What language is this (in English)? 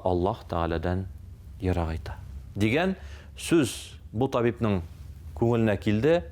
Tatar